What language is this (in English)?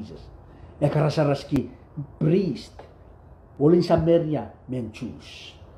Pohnpeian